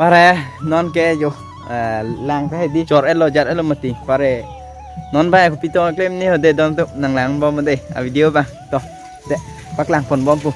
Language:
Karbi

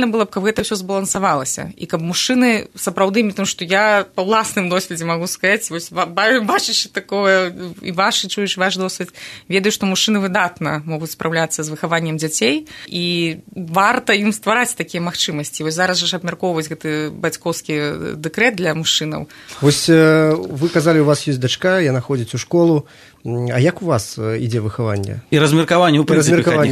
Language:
Belarusian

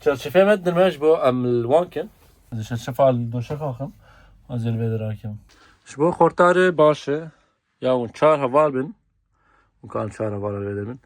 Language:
Kurdish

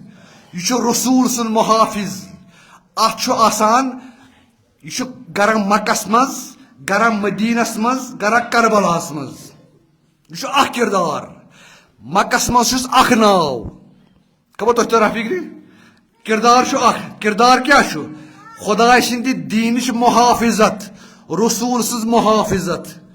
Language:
Kashmiri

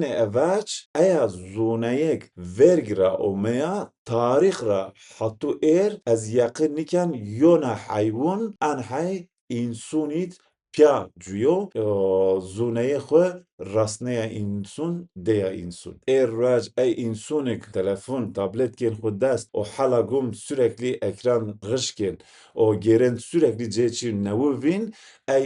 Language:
Zaza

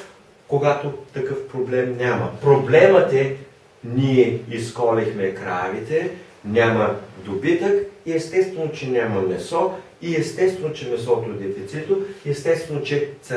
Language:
Bulgarian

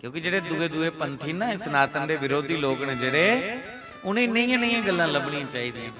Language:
Dogri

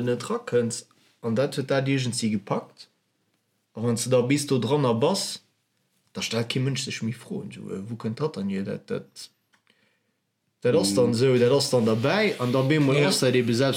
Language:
Luxembourgish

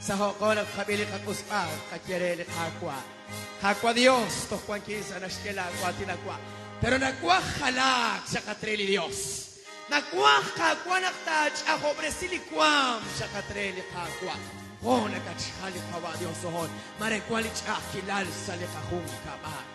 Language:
Kekchí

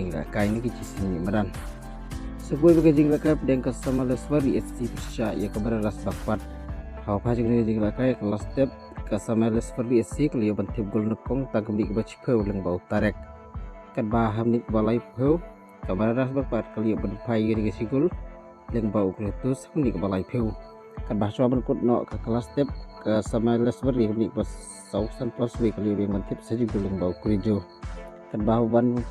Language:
Khasi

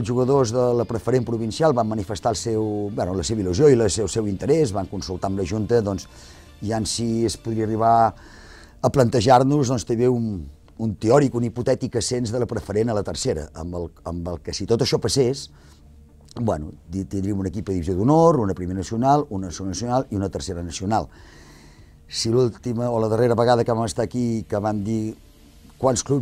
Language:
Catalan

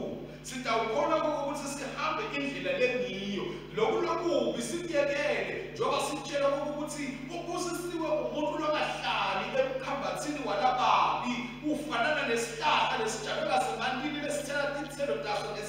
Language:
Swati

